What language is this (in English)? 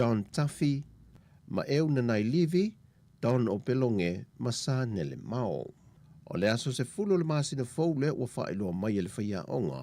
Samoan